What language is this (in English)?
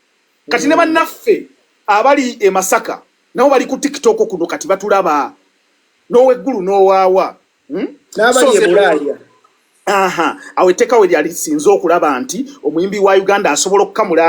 Ganda